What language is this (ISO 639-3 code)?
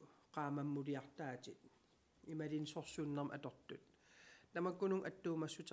kal